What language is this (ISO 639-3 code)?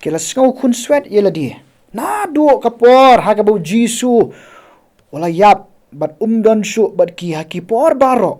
kha